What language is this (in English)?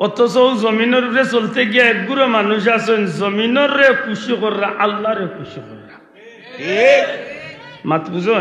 Sylheti